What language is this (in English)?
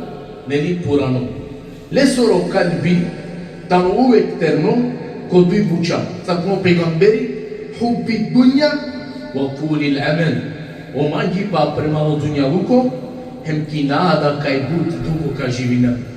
Balkan Romani